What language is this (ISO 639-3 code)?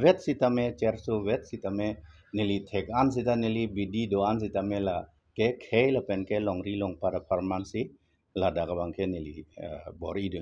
mjw